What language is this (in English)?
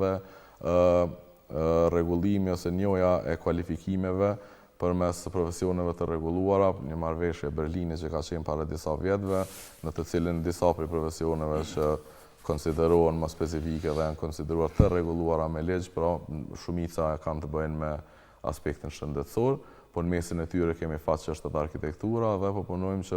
Albanian